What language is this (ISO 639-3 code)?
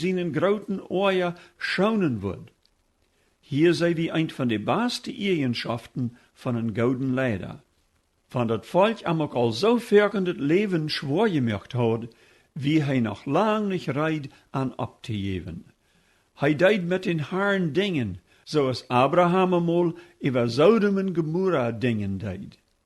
pdt